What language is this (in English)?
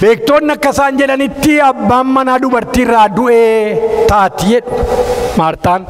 Oromo